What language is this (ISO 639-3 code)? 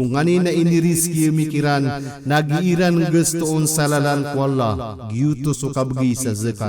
mrw